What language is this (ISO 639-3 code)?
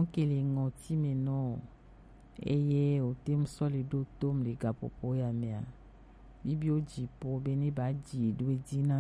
gej